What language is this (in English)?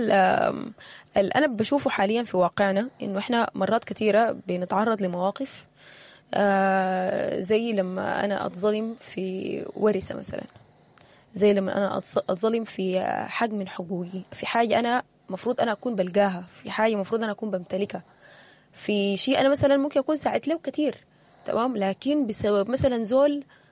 Sudanese Arabic